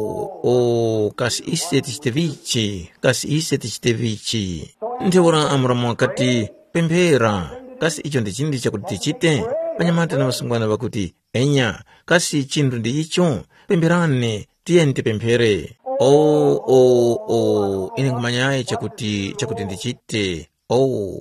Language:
Tumbuka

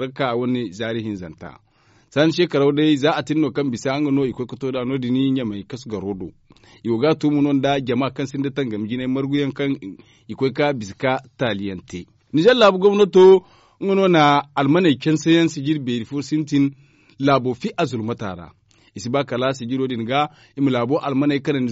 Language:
Zarma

